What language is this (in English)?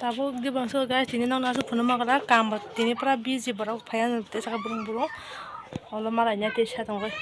Kok Borok